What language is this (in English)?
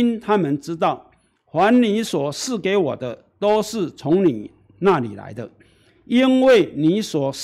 Chinese